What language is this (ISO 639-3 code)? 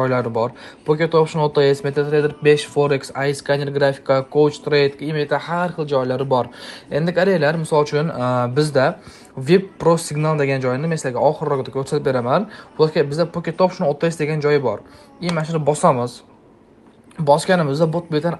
uzb